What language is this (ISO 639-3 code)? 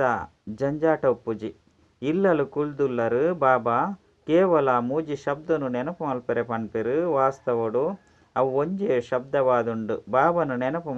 tcy